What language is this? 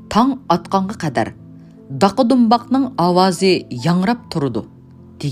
Uyghur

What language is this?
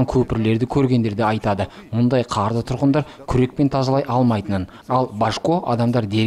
Kazakh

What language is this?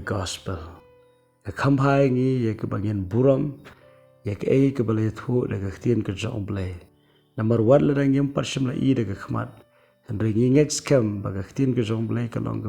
Khasi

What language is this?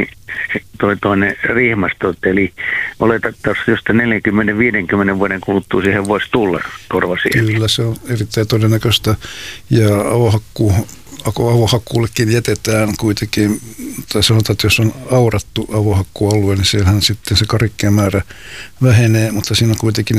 Finnish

